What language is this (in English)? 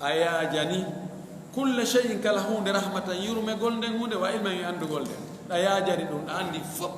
Fula